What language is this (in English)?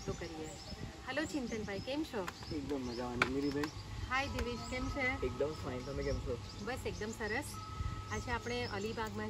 Gujarati